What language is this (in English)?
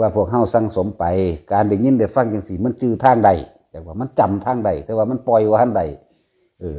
Northeastern Thai